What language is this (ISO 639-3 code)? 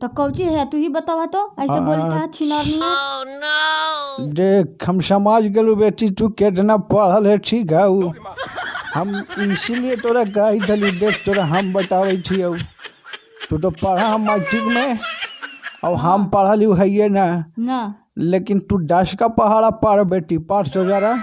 mag